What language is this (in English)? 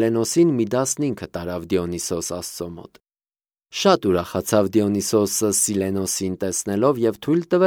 Armenian